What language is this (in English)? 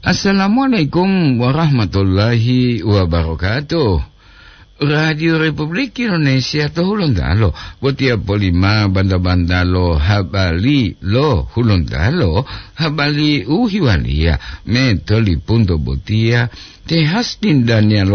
Gorontalo